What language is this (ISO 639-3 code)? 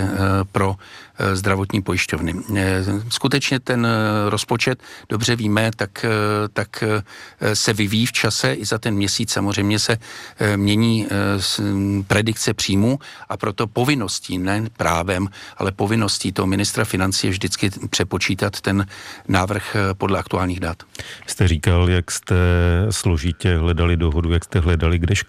ces